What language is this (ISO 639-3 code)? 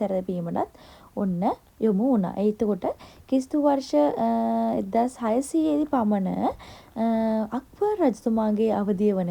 sin